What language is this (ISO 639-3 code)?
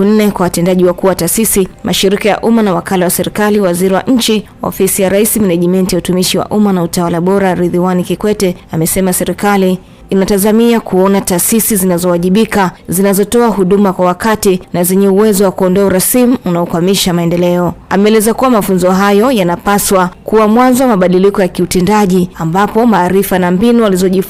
swa